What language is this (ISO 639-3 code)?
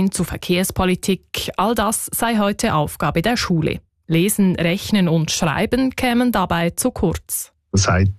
deu